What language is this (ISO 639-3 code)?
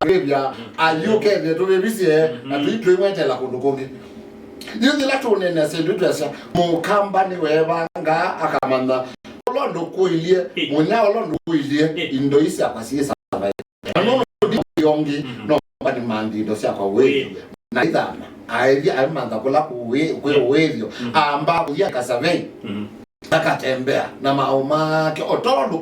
kam